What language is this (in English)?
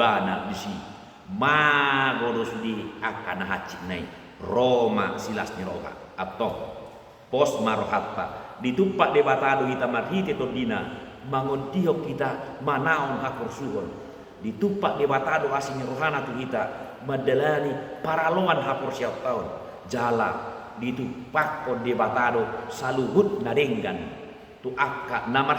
Batak Toba